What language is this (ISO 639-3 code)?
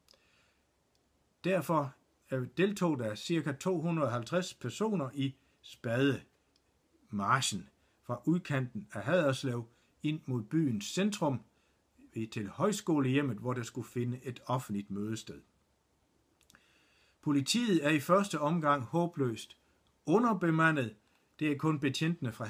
dan